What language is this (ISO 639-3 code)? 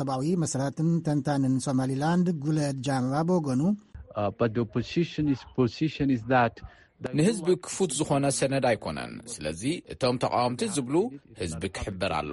tir